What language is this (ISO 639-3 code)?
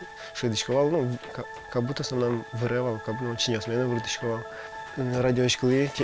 udm